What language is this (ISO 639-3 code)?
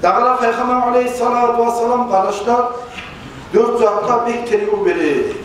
kum